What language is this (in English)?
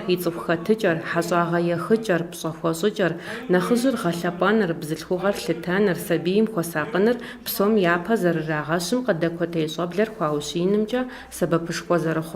Kabardian